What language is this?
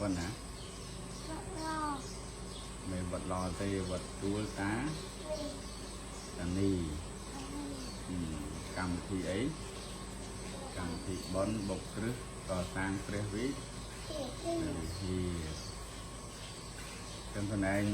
Khmer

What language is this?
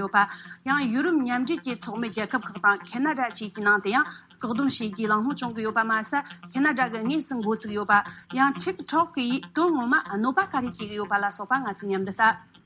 Tibetan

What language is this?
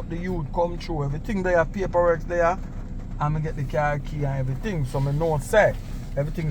Jamaican Creole English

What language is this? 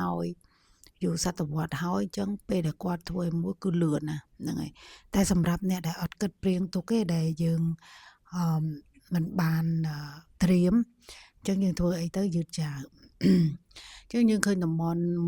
Khmer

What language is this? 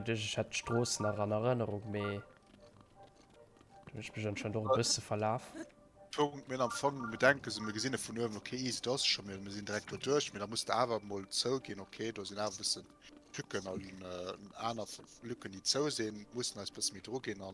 Luxembourgish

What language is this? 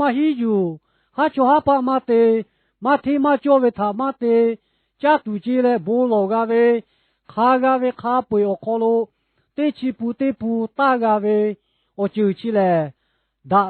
Lahu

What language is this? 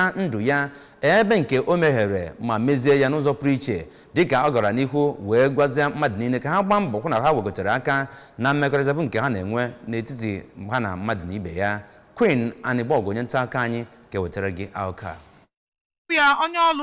Igbo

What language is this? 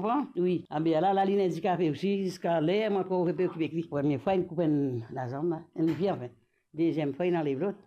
Morisyen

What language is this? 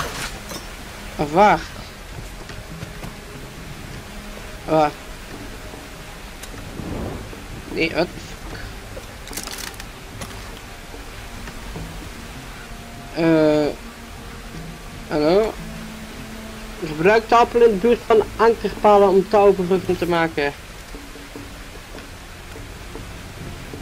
Dutch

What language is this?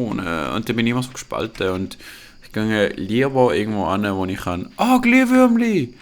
Swiss German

